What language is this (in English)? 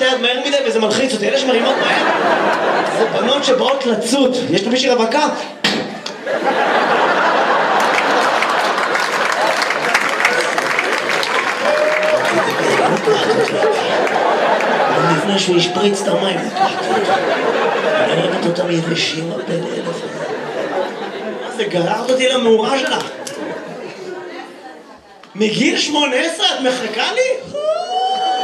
Hebrew